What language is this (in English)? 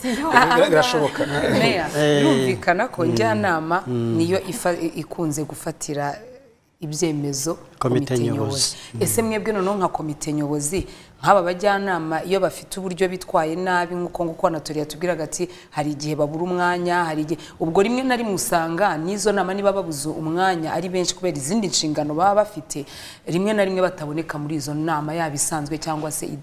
Kinyarwanda